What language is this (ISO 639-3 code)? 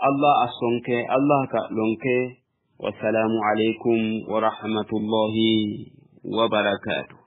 sid